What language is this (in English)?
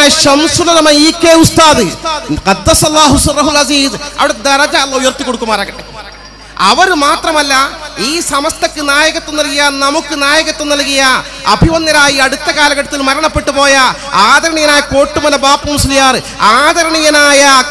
Malayalam